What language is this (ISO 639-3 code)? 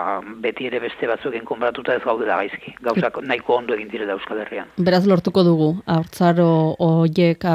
eus